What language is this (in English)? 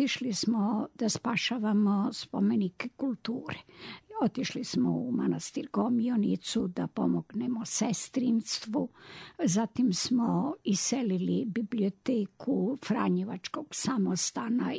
Serbian